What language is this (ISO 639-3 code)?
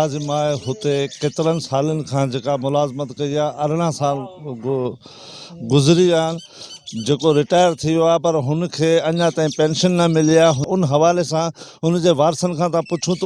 snd